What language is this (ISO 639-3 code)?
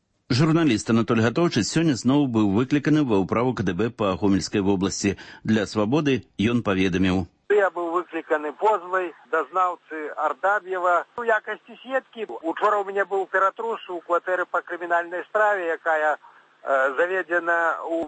bel